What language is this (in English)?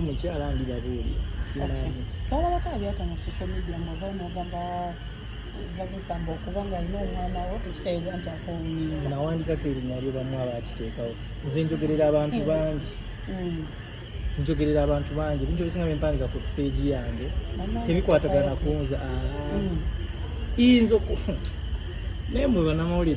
Ganda